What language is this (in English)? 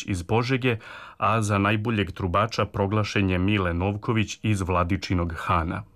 Serbian